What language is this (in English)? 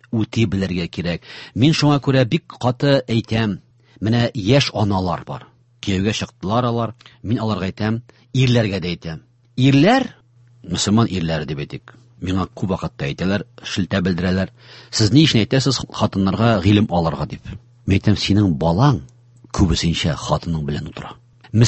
Tatar